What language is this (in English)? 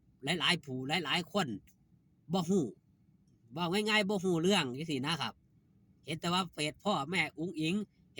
Lao